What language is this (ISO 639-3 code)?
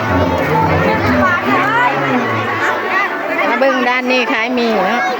lao